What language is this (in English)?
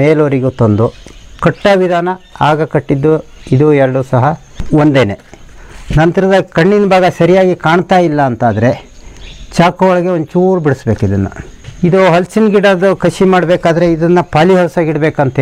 Kannada